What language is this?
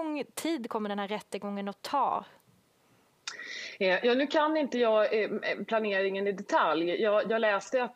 Swedish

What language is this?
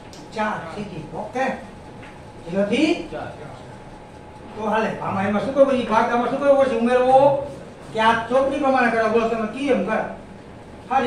Gujarati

